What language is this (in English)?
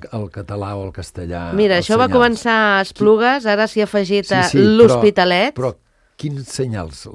Catalan